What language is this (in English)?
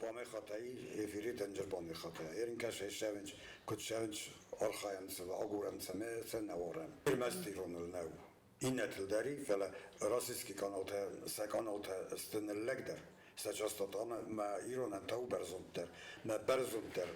Ossetic